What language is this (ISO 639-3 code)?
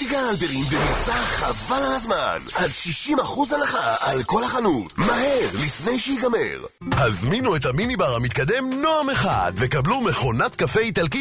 heb